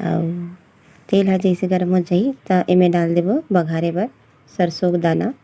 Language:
Chhattisgarhi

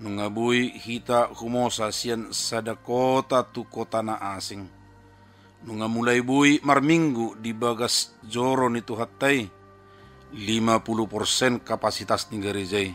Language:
Batak Toba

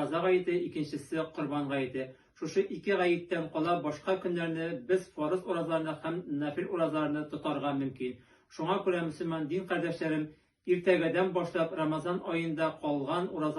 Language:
Tatar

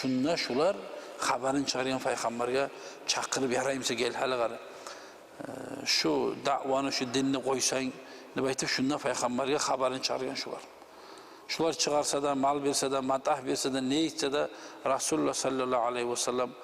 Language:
Kumyk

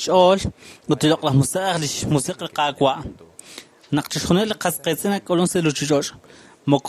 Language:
Kekchí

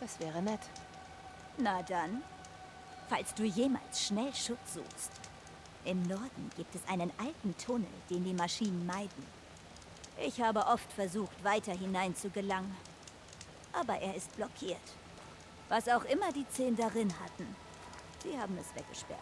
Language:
Bavarian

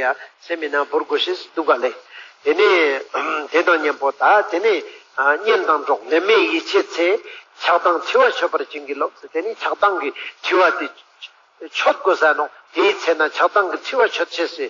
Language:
Ladakhi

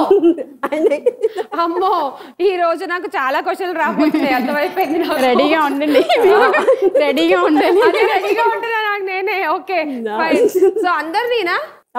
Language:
Telugu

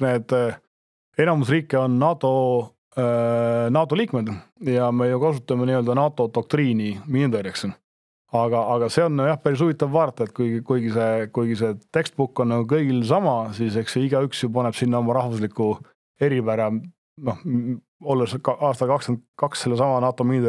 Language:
Estonian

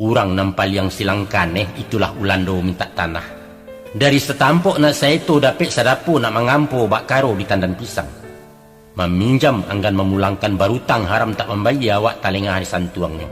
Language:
Minangkabau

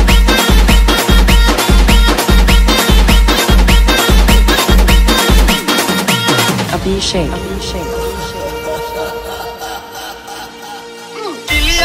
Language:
Marathi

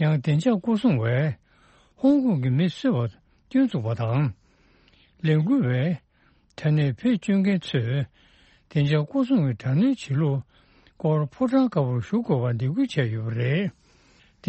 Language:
Tibetan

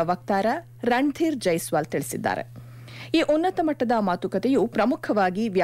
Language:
Kannada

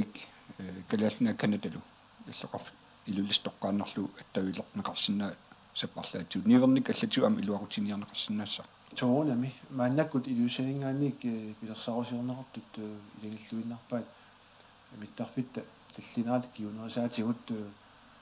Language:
Kalaallisut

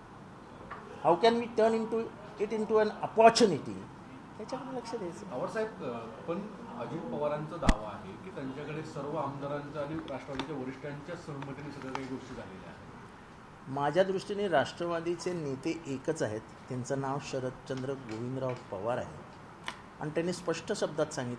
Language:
Marathi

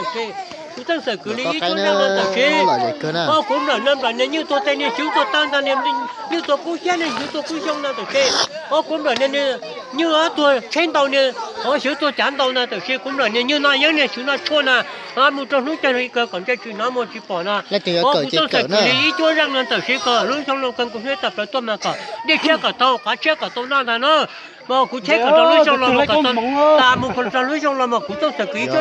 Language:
Hmong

